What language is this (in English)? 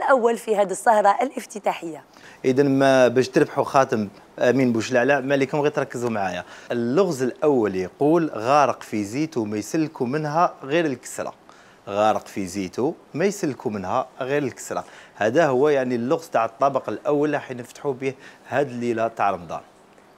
Algerian Arabic